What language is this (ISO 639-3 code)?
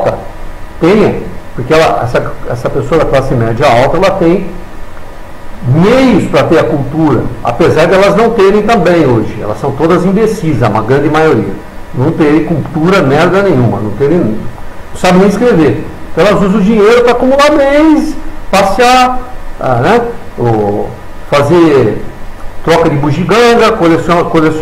por